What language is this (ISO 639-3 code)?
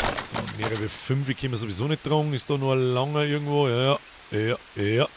bar